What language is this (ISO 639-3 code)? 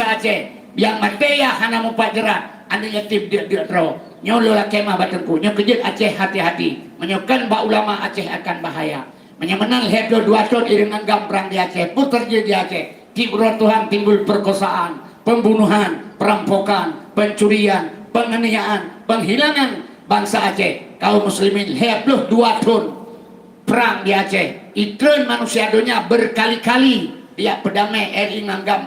ace